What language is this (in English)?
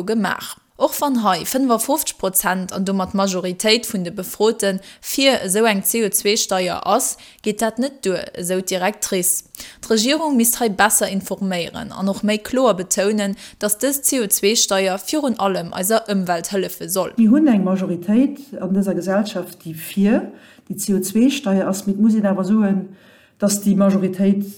Luxembourgish